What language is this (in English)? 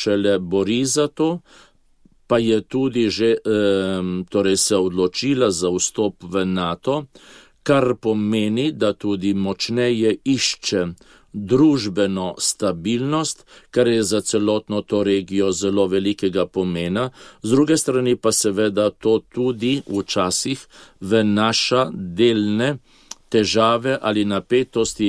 Slovenian